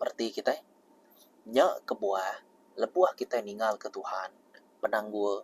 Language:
Iban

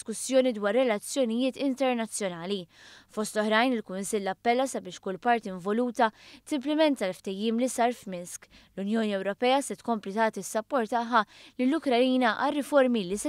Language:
Maltese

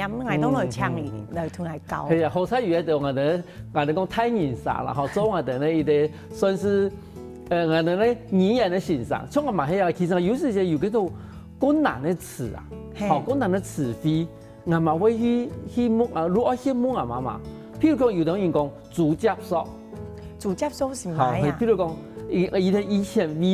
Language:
Hakka Chinese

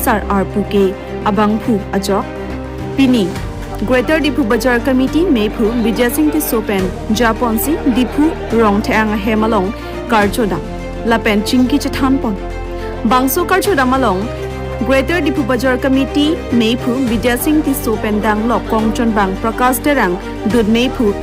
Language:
Karbi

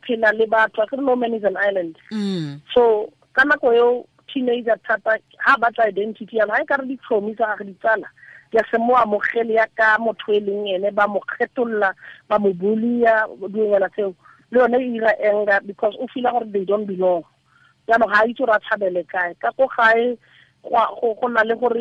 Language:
Tswana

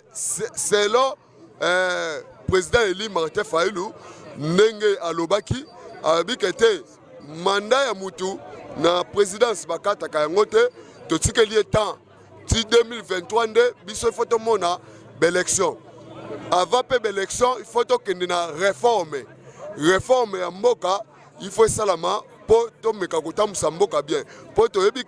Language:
Lingala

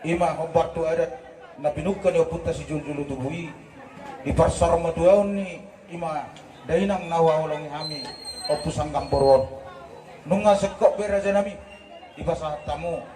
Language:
Batak Toba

